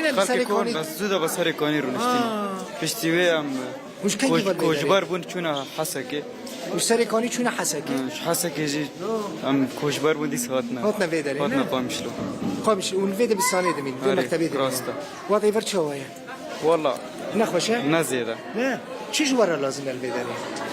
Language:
Kurdish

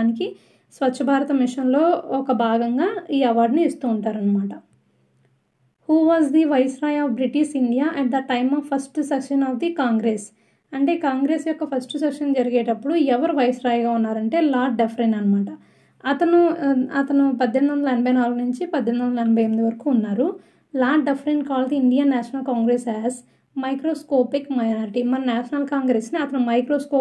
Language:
Telugu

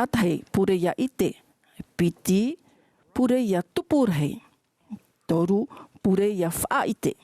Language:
Tahitian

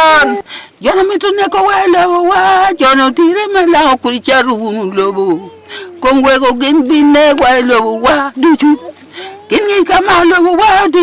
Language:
Acoli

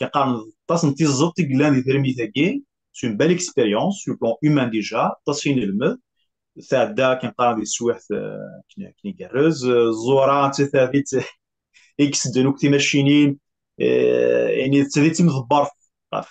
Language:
Kabyle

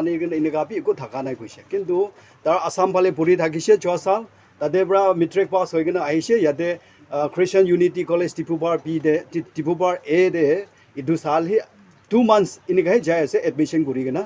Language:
Naga Pidgin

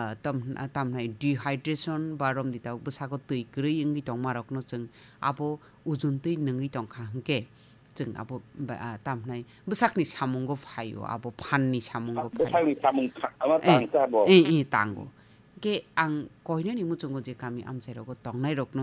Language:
Kok Borok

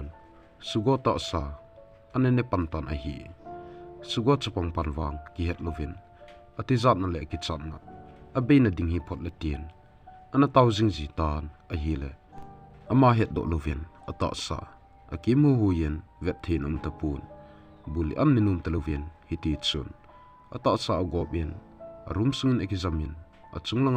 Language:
Thado Chin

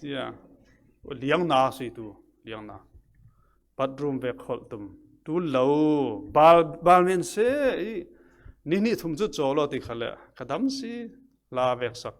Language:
Falam Chin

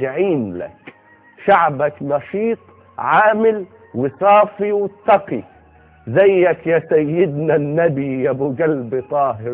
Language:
Egyptian Arabic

